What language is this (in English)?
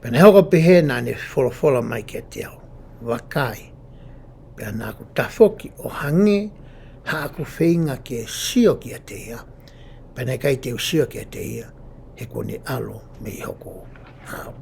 Tongan